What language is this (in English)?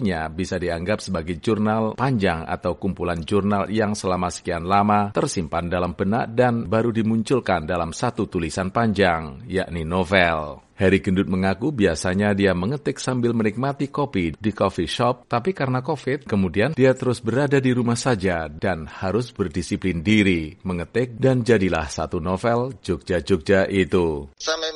Indonesian